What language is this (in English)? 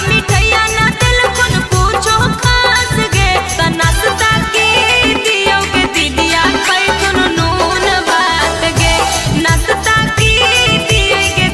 Magahi